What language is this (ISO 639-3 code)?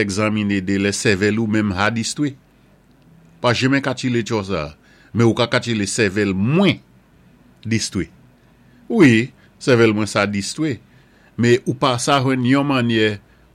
acf